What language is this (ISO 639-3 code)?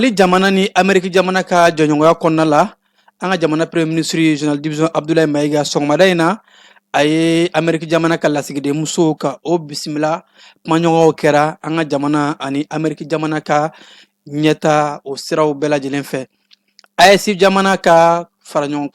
bam